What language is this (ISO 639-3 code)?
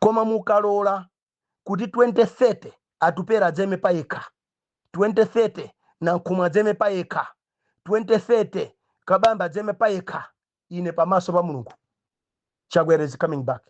nya